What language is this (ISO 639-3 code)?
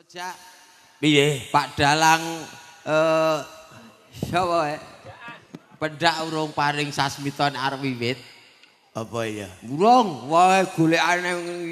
jav